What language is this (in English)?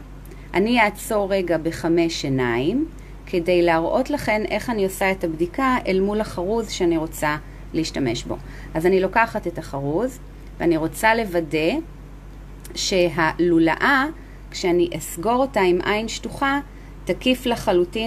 Hebrew